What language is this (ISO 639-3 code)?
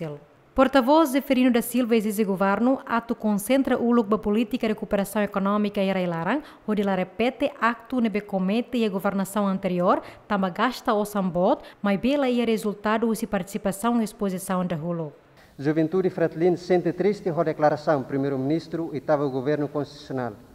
tet